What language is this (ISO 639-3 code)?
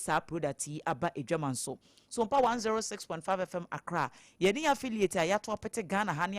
aka